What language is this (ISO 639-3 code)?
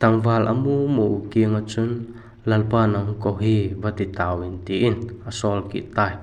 vap